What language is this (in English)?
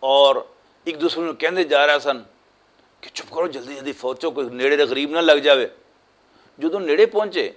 Western Panjabi